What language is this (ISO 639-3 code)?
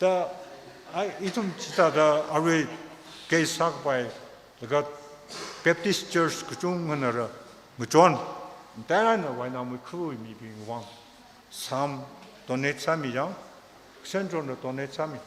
nmf